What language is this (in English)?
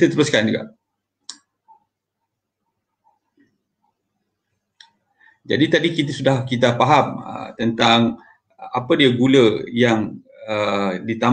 Malay